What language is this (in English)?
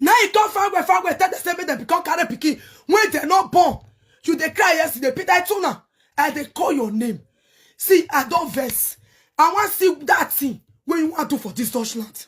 Nigerian Pidgin